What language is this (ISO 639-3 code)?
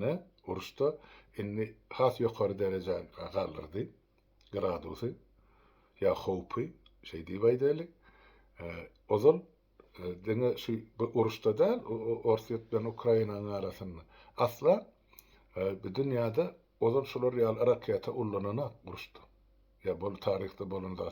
tuk